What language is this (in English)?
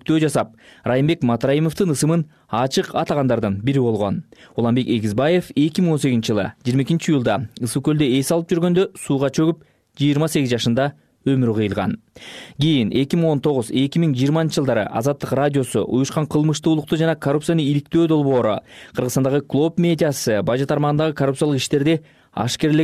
Kyrgyz